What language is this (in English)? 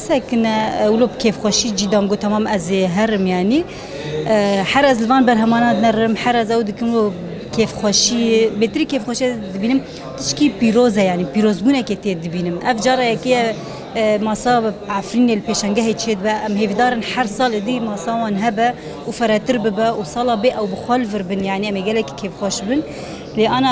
Kurdish